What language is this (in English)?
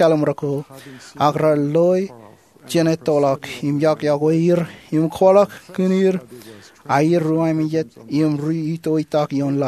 Marshallese